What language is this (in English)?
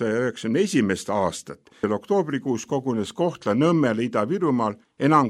Estonian